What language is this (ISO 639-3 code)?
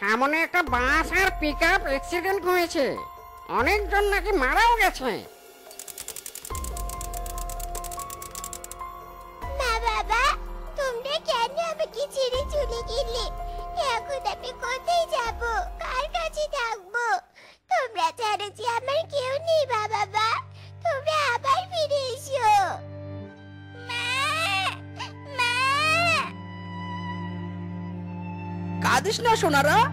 ben